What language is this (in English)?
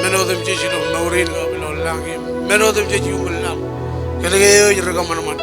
Marshallese